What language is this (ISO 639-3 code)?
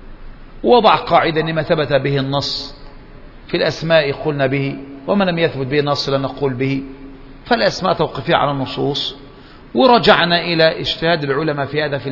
ara